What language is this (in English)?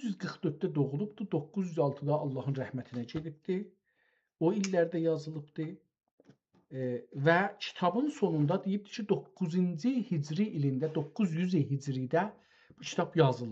South Azerbaijani